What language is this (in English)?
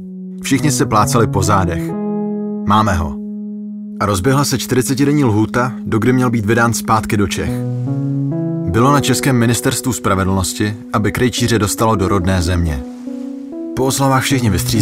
Czech